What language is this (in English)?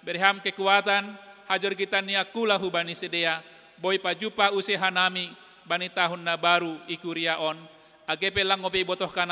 Batak Simalungun